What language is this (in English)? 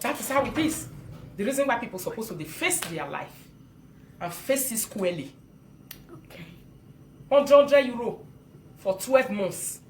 Nigerian Pidgin